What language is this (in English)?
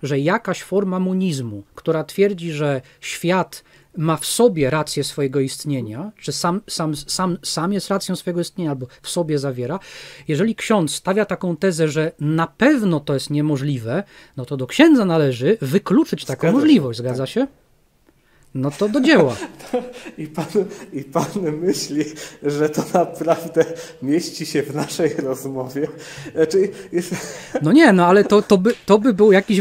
Polish